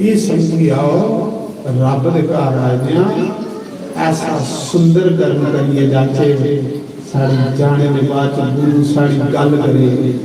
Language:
Dogri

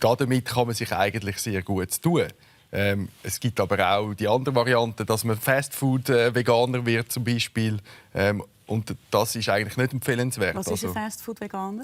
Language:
Swiss German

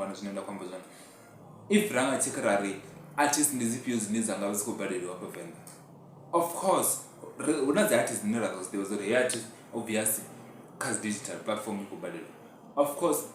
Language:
Venda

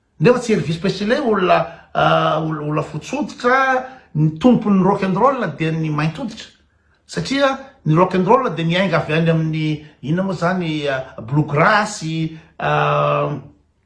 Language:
Malagasy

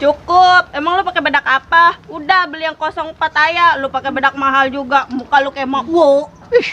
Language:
Betawi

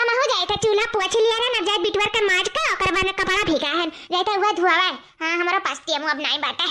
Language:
Awadhi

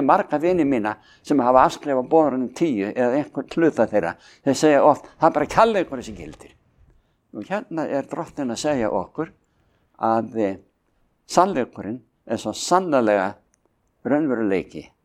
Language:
Icelandic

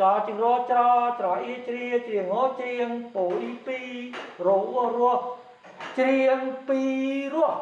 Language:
Khmer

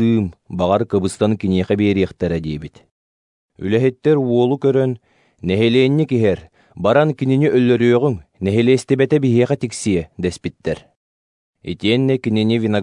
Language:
Yakut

